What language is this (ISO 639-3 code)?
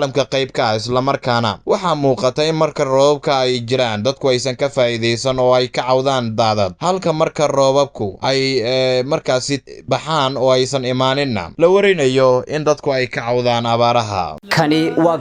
som